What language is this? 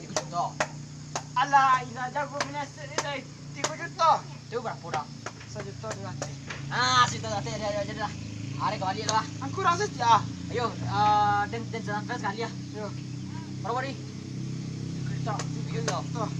Minangkabau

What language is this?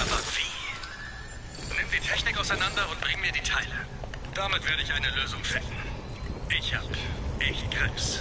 Bavarian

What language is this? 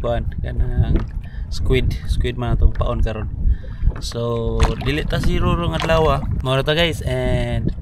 Cebuano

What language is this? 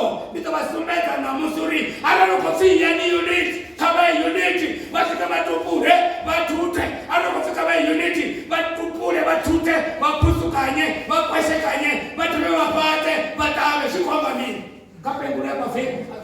Venda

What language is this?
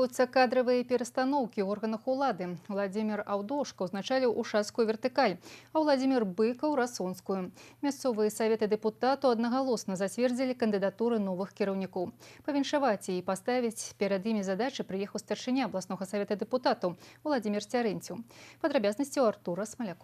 Belarusian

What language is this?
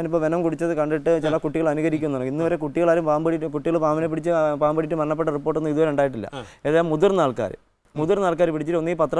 Malayalam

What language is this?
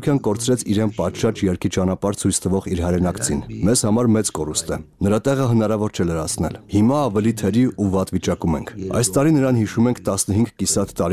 Armenian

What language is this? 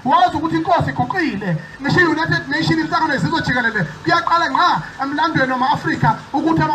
Zulu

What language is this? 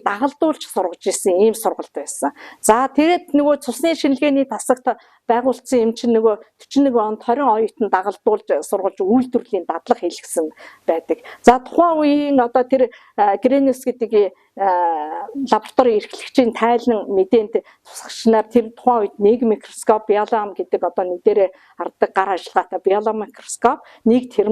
Mongolian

